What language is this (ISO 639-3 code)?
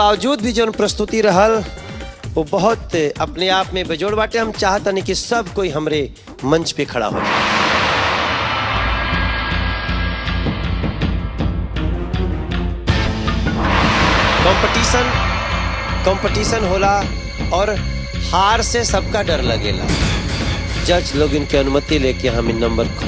bho